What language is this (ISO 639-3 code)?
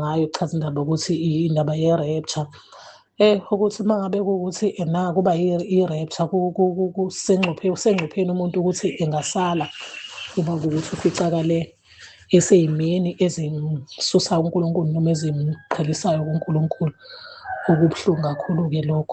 zul